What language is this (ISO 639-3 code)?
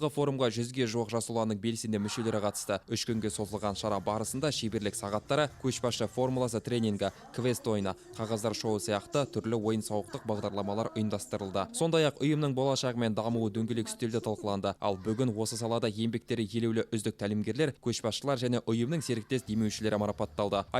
kaz